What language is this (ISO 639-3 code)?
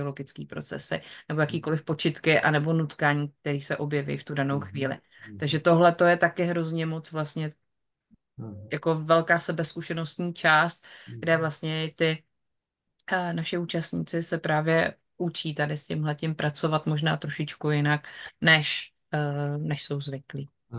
ces